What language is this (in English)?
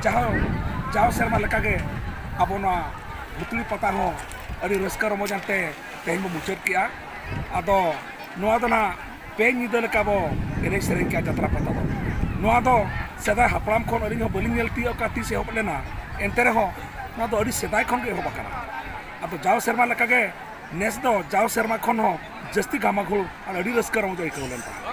Santali